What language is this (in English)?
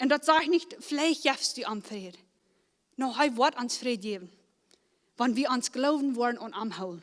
Plautdietsch